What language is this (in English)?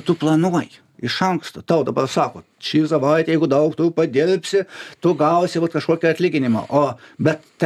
Lithuanian